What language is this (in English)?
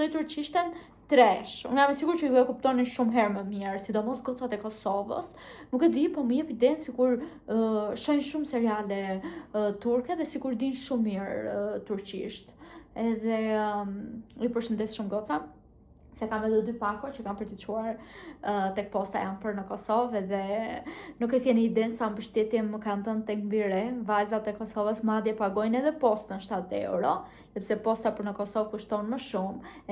Albanian